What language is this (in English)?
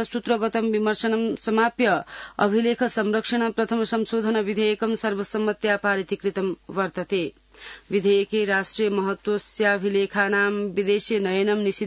Sanskrit